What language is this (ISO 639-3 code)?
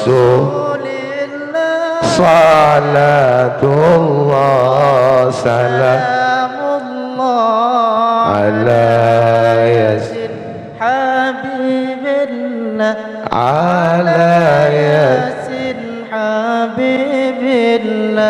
mad